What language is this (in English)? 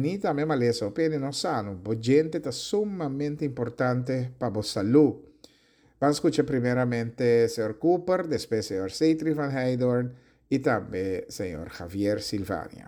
Papiamento